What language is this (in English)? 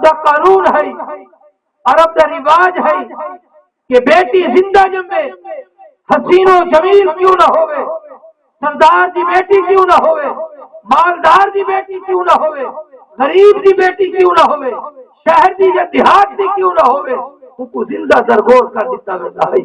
Saraiki